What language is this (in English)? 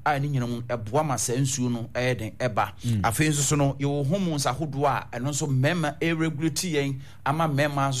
Akan